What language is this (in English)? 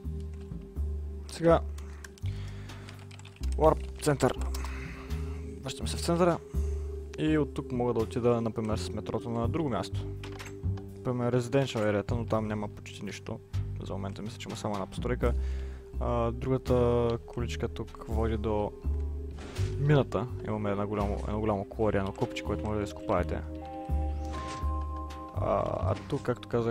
Bulgarian